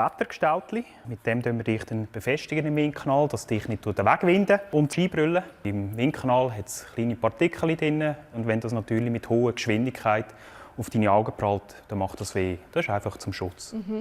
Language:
Romansh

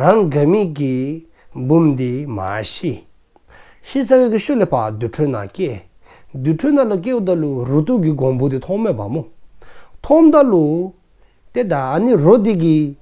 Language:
Dzongkha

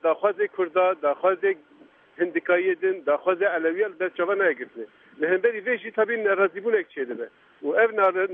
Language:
Kurdish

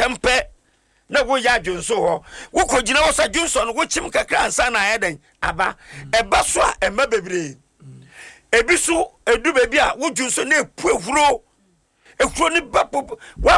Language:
Akan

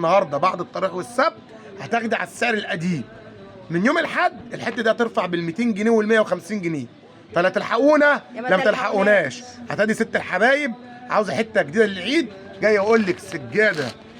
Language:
Egyptian Arabic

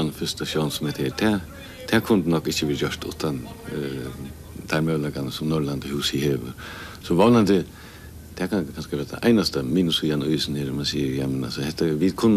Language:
Faroese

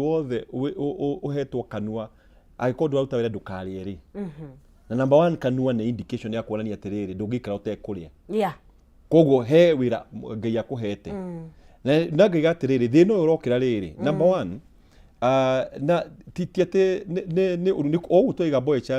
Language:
Kikuyu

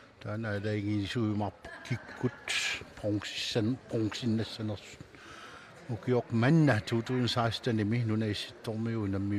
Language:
Kalaallisut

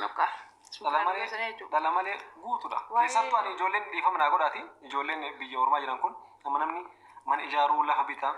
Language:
Oromo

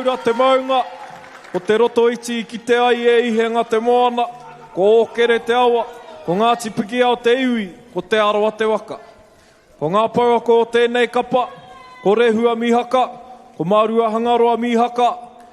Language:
Māori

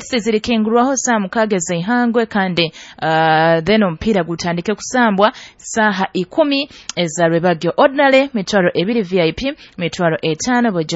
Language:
Nyoro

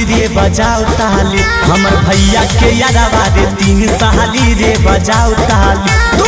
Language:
Magahi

